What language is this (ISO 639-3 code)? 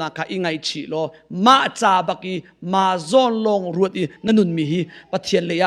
cnh